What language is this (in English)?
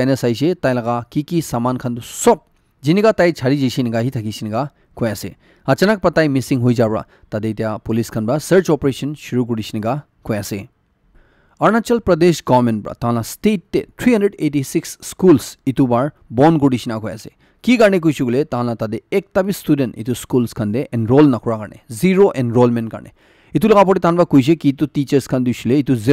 Naga Pidgin